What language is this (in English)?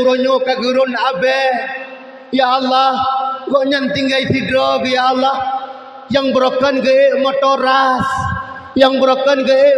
Achinese